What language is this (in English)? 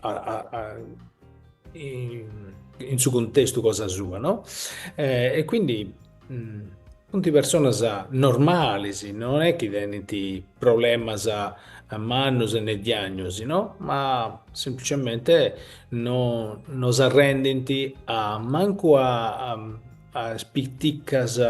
Sardinian